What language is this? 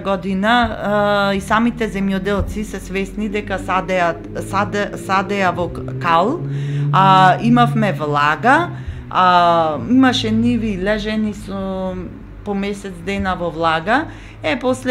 Macedonian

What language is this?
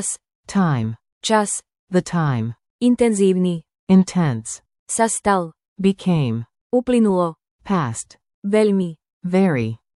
Slovak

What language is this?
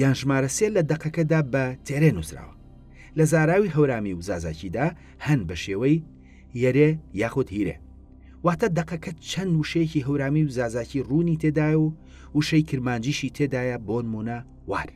Central Kurdish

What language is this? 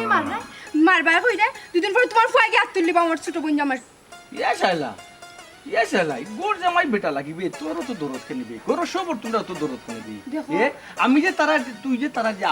Sylheti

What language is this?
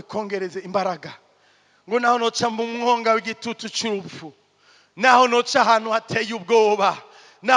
Rundi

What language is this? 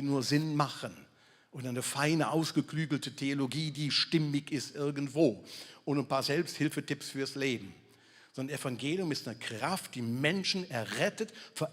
Swiss German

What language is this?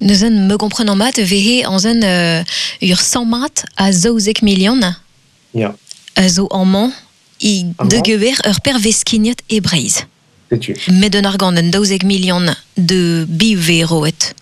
Breton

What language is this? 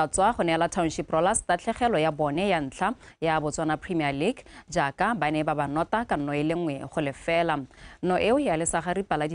Tswana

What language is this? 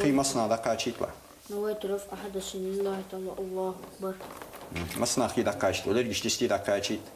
Ingush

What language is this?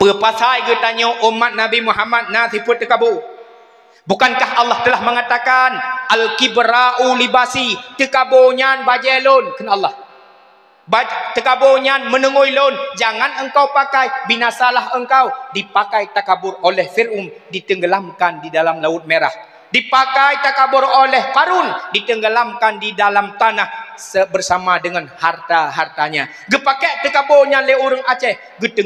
Achinese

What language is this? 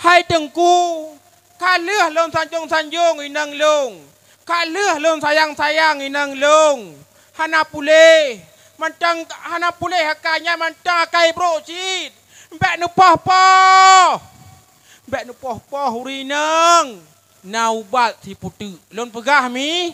Achinese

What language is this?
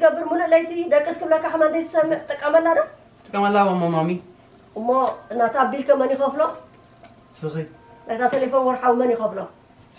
Tigrinya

